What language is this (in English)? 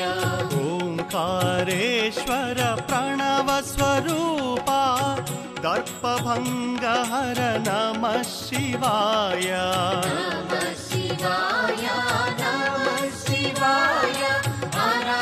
Telugu